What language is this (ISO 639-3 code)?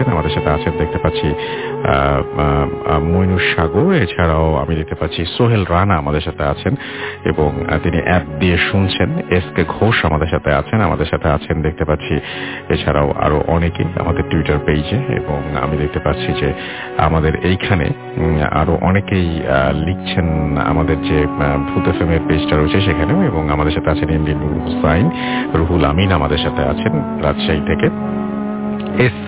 ben